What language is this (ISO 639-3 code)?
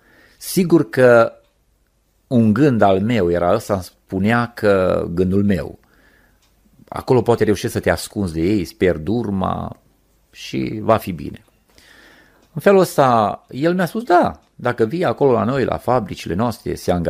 ron